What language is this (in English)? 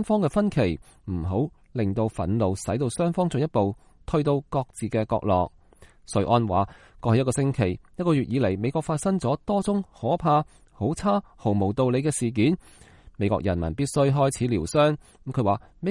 Cantonese